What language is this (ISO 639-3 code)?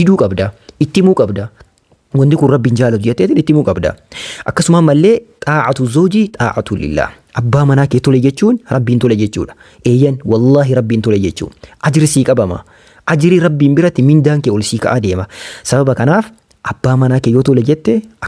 orm